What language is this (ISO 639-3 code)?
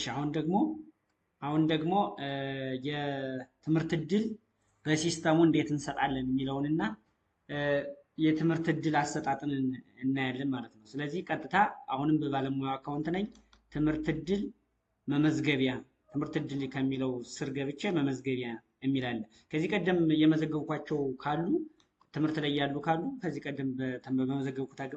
amh